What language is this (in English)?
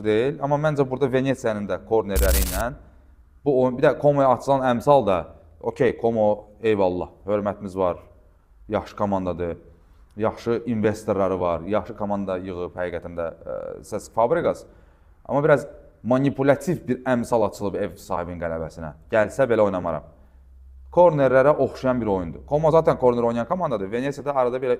Azerbaijani